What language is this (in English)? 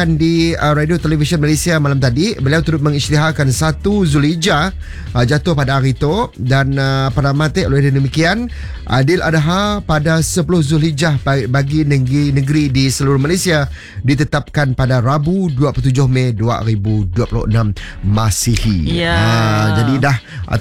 Malay